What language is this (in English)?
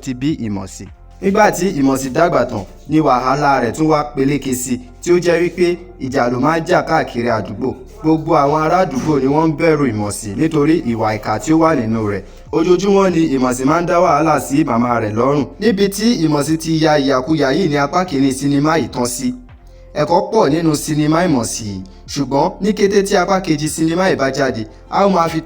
Yoruba